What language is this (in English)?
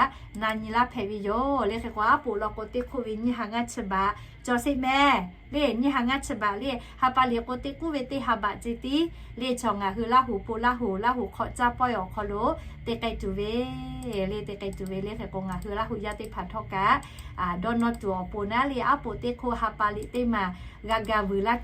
Lahu